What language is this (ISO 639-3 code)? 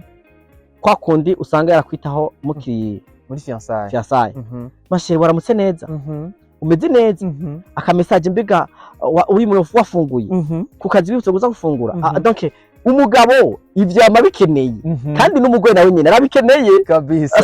run